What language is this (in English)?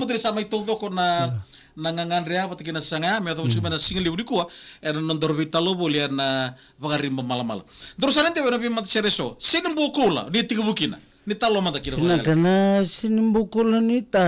Fijian